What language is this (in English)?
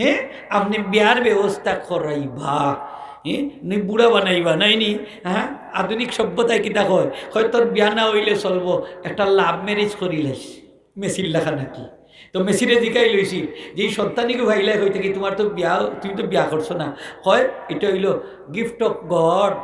Sylheti